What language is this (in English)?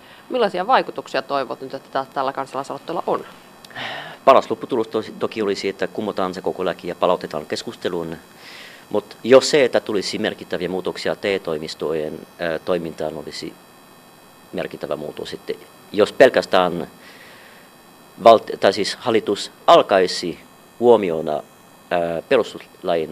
Finnish